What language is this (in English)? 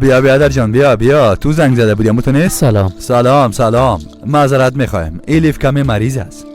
Persian